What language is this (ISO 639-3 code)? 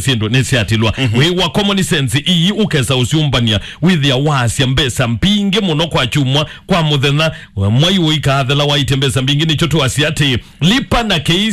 kam